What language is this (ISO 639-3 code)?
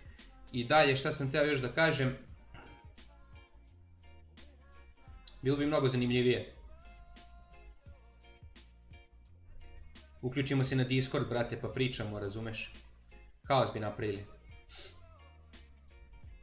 srp